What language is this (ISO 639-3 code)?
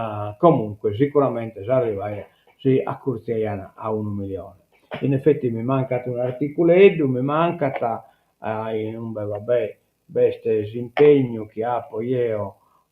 srd